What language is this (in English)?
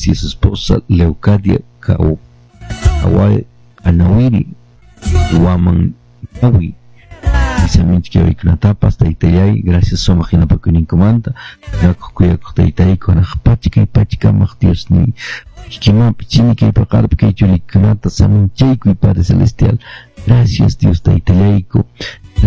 Quechua